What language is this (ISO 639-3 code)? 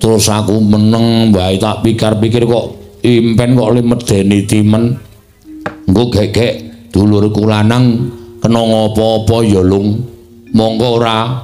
jav